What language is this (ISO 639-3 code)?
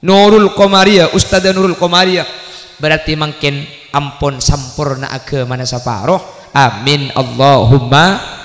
mad